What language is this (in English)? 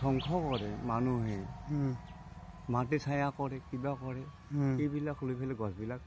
Assamese